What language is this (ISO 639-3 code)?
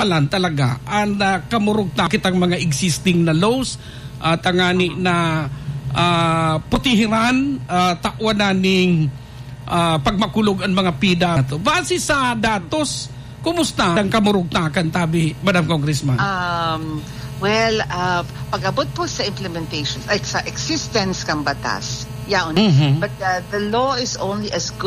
bik